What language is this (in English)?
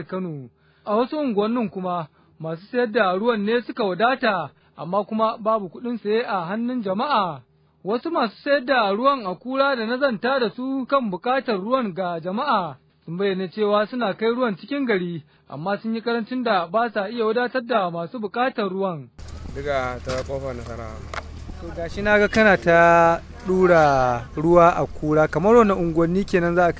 Hausa